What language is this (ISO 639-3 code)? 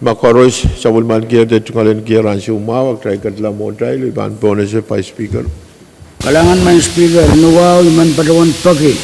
pon